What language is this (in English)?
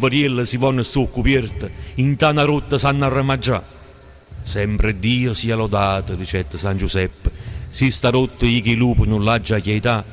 Neapolitan